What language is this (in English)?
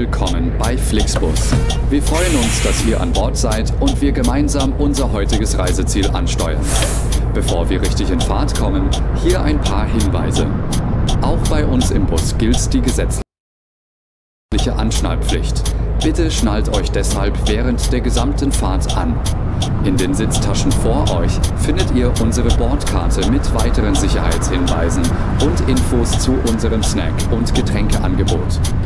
German